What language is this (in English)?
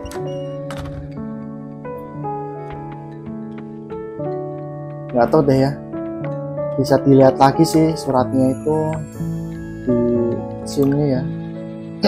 Indonesian